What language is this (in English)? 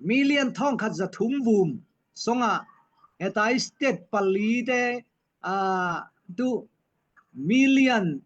Falam Chin